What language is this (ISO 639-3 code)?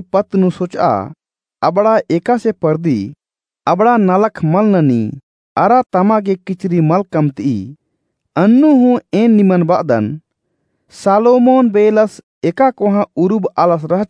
kru